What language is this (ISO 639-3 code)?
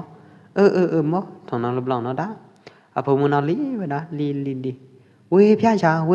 kjp